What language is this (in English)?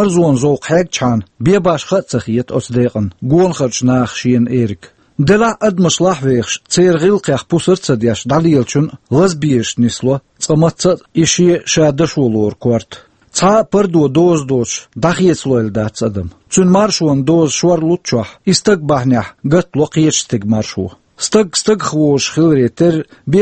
Chechen